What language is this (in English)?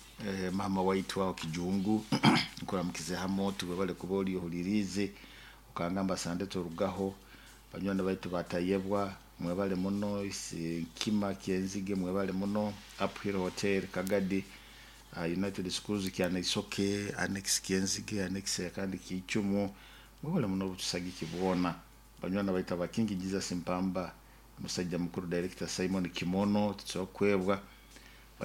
Nyoro